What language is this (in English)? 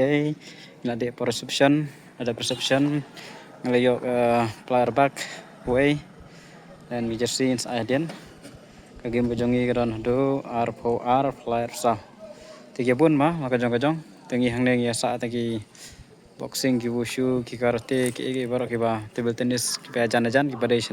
Khasi